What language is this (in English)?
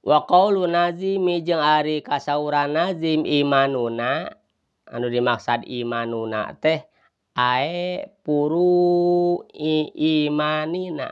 Sundanese